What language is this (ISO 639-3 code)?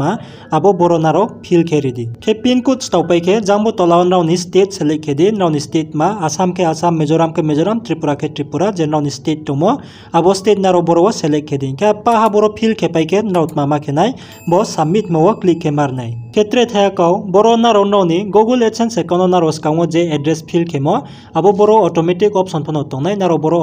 ria